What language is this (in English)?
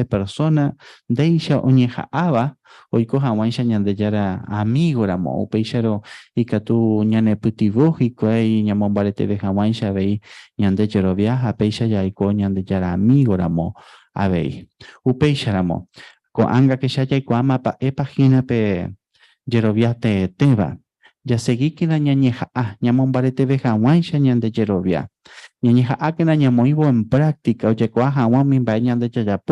Guarani